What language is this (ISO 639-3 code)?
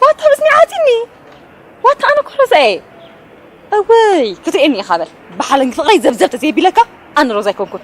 tir